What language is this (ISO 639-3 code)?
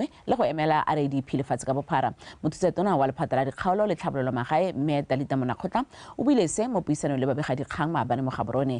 tsn